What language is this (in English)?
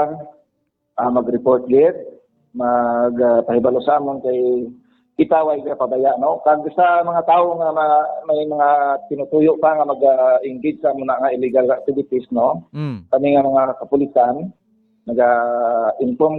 Hiligaynon